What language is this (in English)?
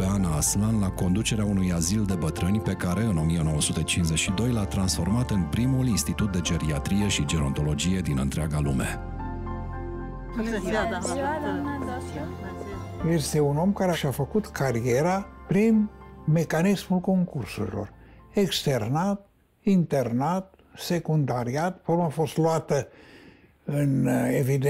Romanian